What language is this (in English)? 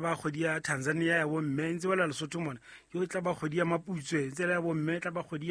Southern Sotho